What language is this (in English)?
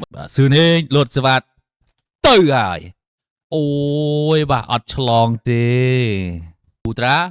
Khmer